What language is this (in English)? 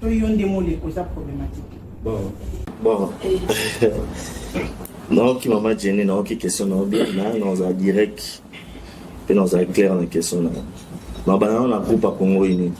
Lingala